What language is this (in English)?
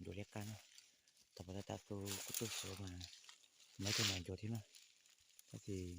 Hmong